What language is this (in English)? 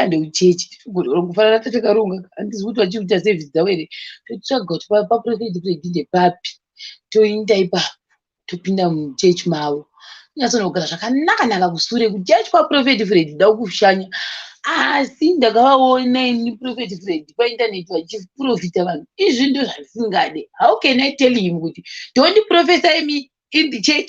Shona